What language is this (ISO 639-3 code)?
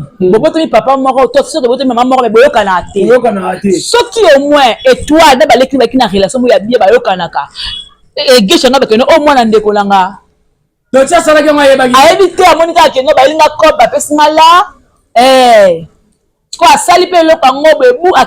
lin